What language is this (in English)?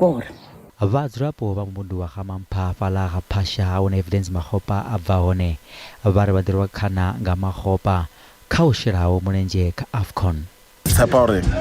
Venda